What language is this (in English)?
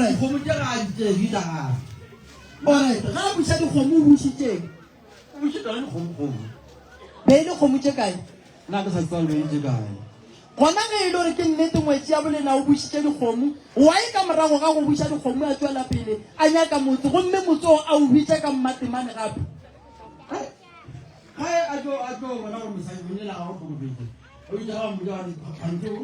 Northern Sotho